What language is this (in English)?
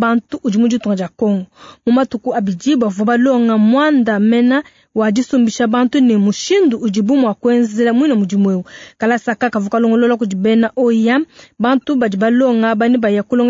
Luba-Lulua